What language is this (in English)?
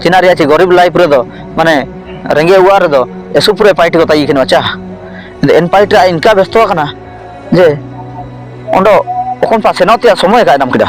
Ho